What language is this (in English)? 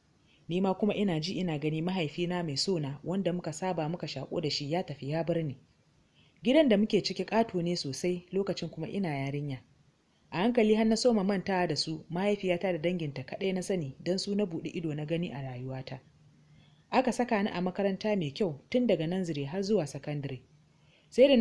Hausa